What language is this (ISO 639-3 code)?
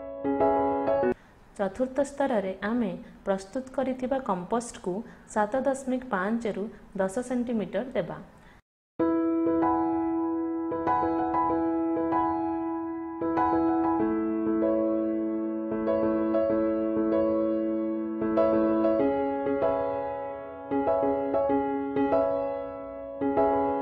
ori